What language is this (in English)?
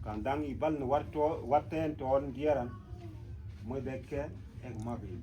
Mabaan